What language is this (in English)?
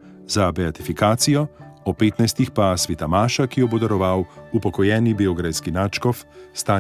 Slovenian